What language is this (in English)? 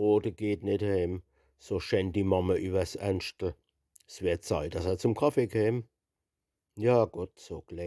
Palatine German